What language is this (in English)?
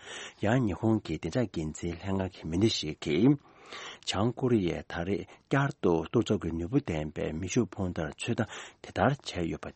Tibetan